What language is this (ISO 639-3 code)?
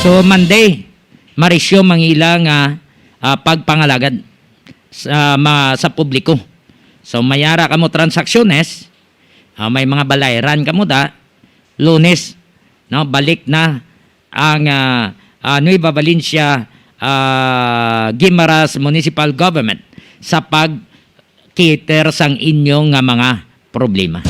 hil